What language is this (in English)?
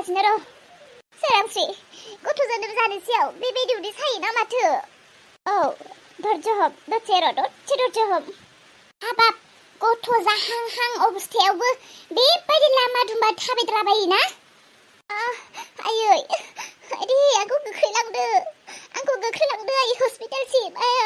Bodo